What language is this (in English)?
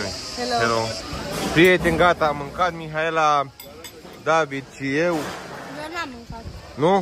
Romanian